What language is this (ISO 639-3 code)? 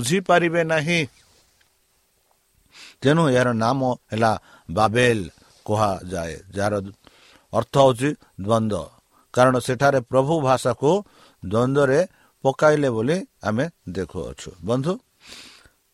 ori